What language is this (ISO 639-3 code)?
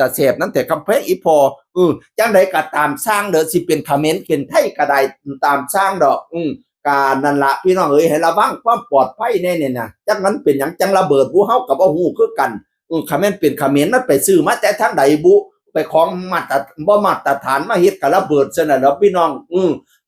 tts